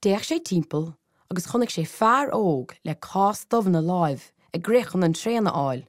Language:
Irish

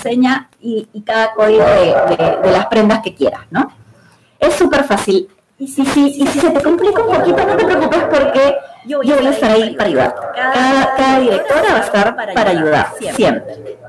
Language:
Spanish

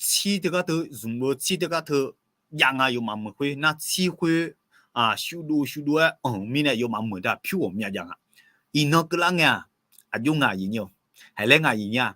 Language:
Akha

